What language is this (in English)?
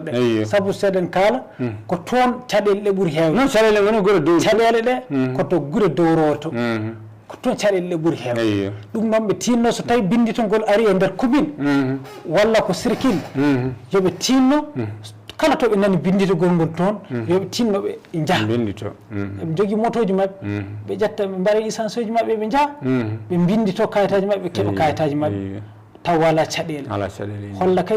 Fula